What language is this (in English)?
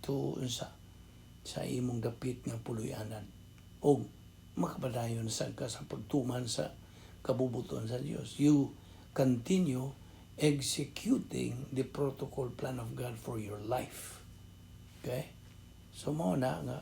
Cebuano